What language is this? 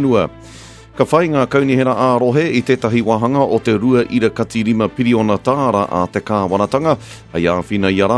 Māori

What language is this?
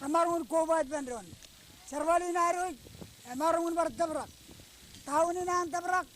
Marshallese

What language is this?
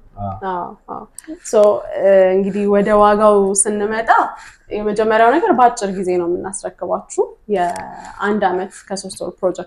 Amharic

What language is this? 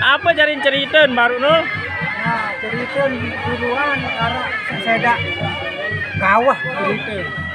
Sasak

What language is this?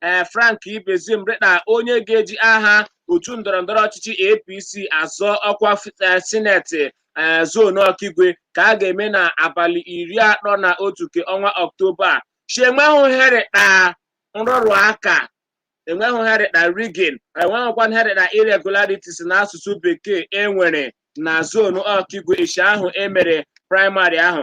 Igbo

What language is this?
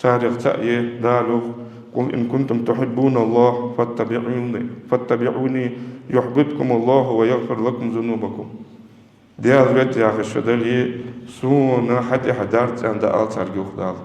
Ingush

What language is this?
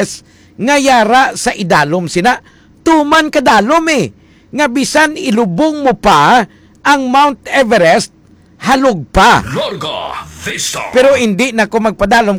Hiligaynon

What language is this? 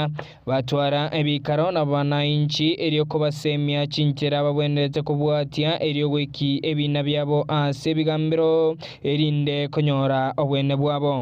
Gusii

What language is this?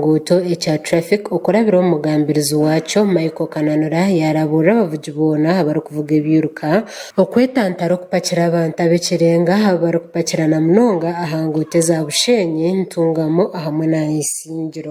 Nyankole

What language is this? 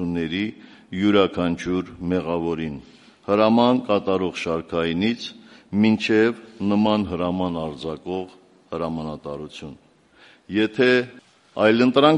Armenian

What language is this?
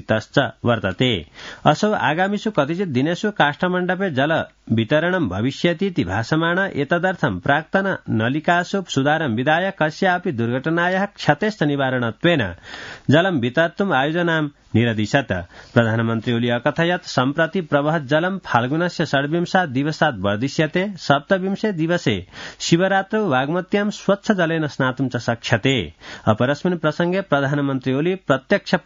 Sanskrit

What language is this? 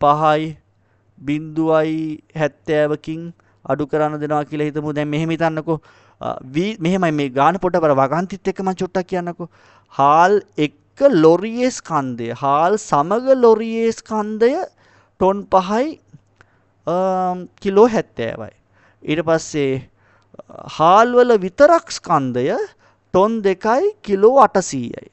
Sinhala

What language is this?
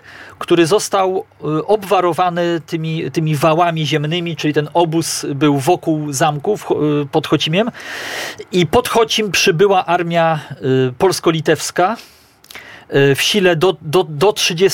Polish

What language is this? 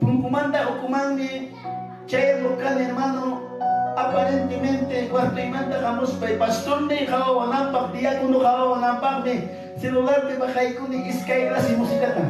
Ayacucho Quechua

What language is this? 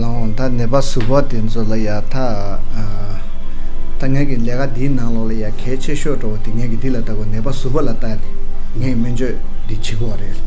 Tibetan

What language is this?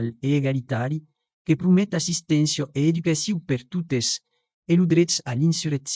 Occitan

